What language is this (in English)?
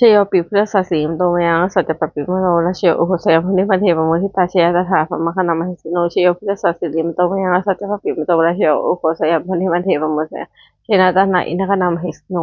Pali